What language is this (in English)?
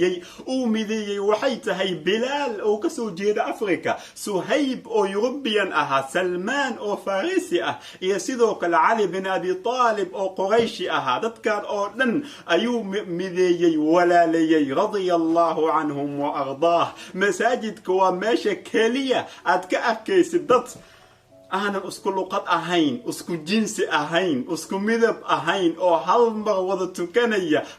Somali